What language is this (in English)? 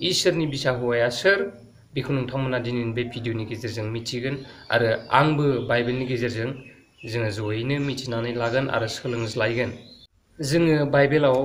Bodo